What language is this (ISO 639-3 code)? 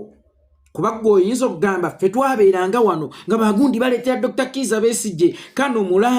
lug